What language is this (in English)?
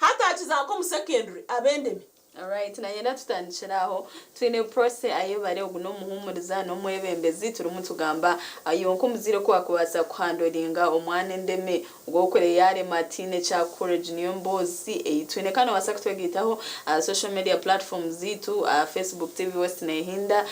Nyankole